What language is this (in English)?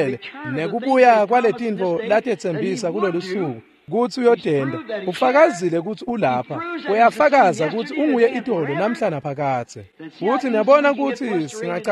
Swati